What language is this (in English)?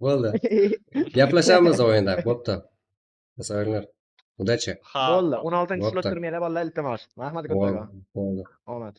Kara-Kalpak